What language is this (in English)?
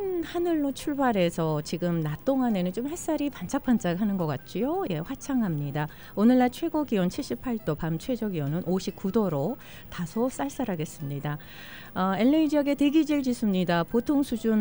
Korean